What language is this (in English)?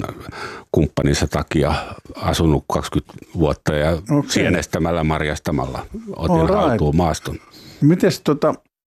Finnish